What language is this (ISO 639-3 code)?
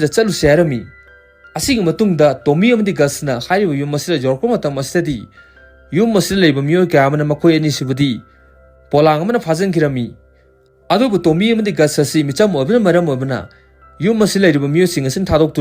mni